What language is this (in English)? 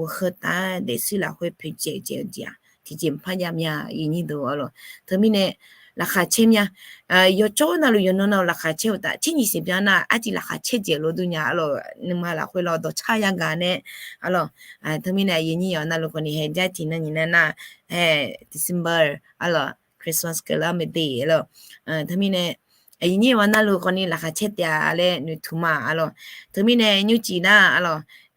Akha